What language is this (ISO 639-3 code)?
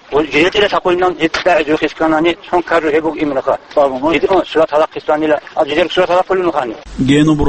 ava